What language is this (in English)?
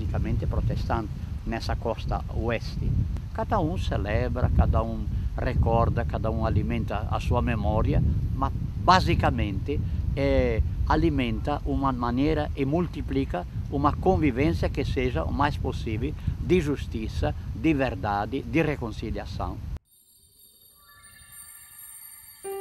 Portuguese